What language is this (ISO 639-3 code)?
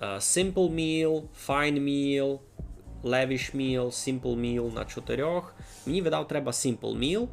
rue